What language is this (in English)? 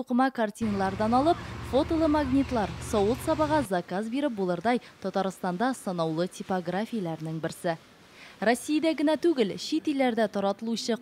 Tatar